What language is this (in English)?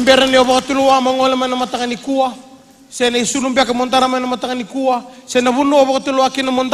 Fijian